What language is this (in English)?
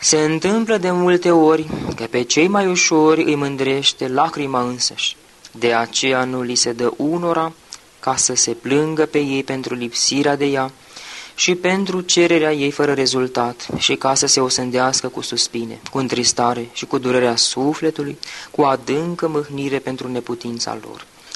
Romanian